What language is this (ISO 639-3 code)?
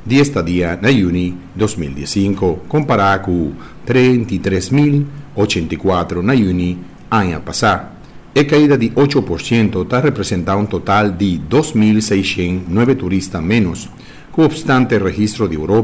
pap